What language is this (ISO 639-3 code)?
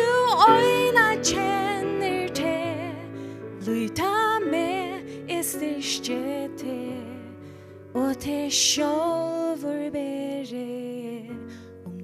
fao